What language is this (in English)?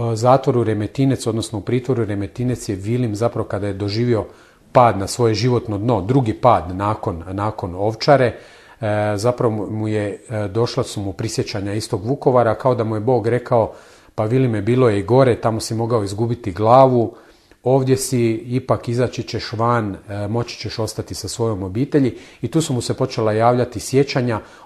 Croatian